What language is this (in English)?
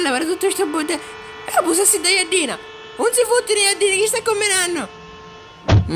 Sicilian